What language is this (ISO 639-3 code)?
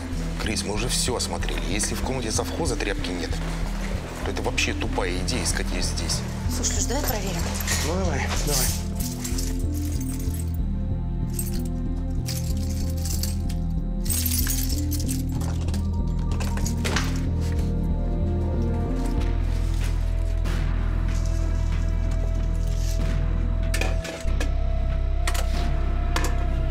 rus